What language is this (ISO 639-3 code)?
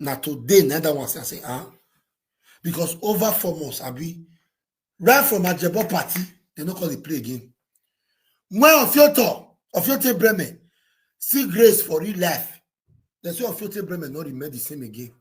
pcm